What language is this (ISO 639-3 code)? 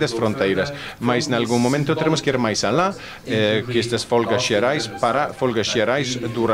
glg